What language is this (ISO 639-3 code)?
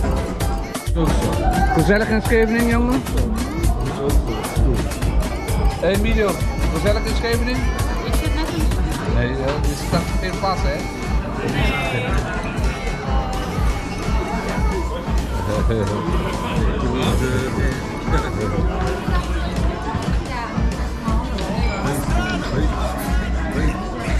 nld